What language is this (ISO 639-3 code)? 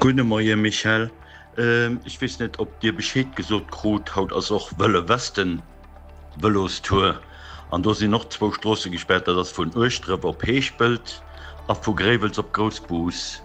ltz